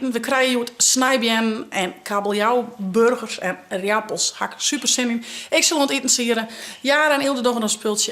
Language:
Western Frisian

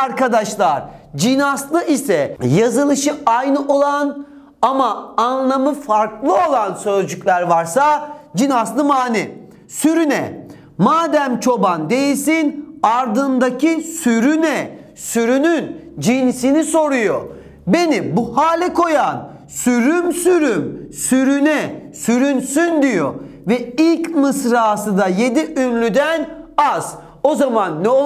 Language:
Turkish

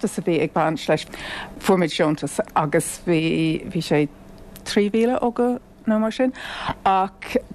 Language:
Irish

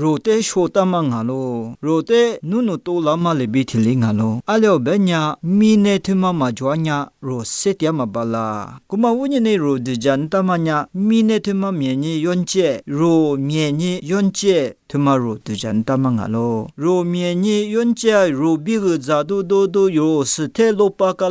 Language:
Lisu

